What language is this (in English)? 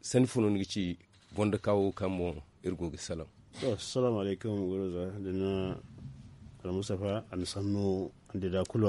Zarma